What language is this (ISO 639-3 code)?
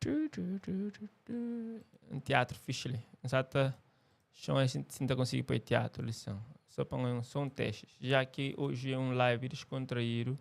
kea